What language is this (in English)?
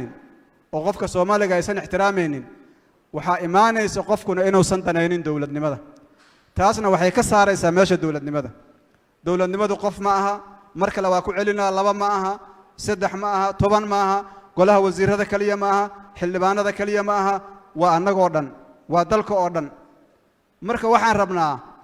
Somali